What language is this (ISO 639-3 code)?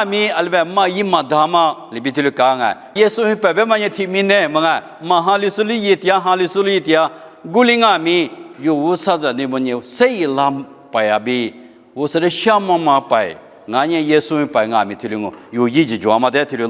lis